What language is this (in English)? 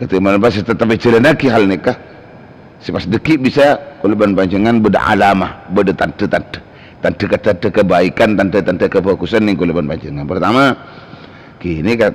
Madurese